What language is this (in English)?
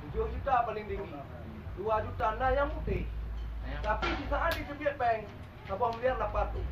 Achinese